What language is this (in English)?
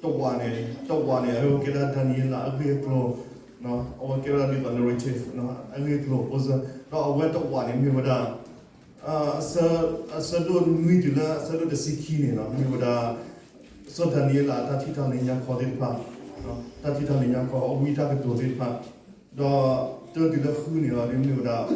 S'gaw Karen